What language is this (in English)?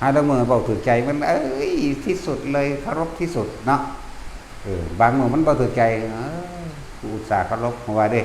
Northeastern Thai